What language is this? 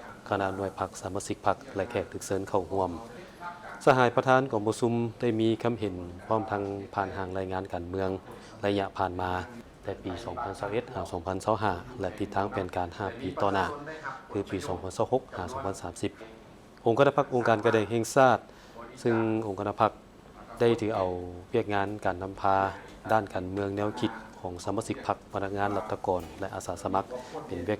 Lao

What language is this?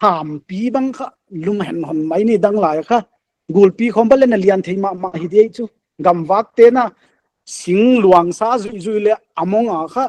Paite Chin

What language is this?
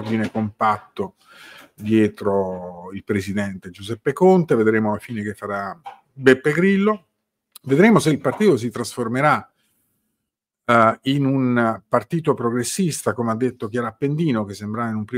Italian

